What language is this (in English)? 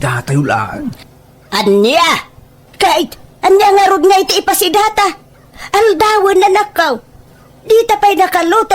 Iloko